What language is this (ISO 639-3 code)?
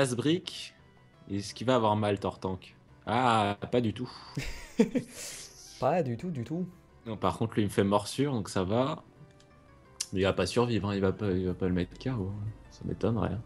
fra